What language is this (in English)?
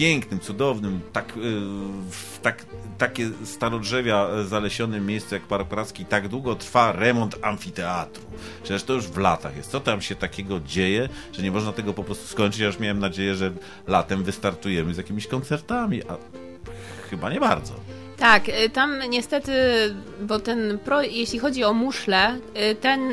Polish